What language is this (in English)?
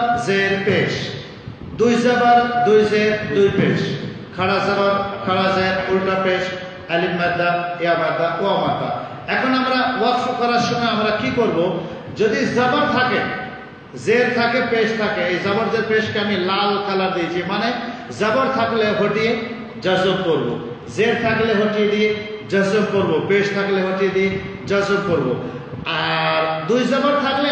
Bangla